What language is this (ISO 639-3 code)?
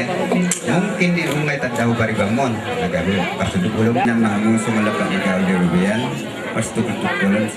bbc